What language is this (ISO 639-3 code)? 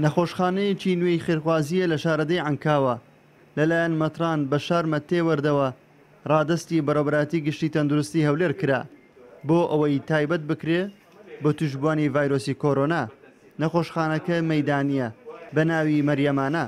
ckb